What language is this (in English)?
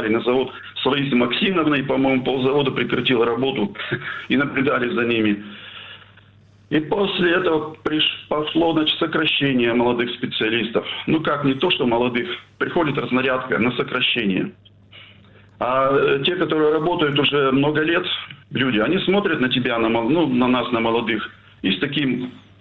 Russian